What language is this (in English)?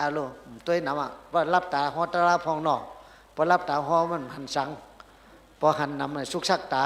Shan